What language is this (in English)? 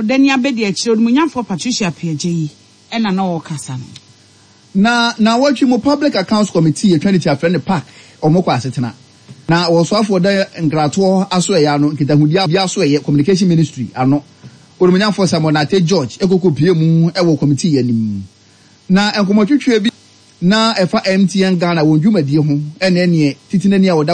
Akan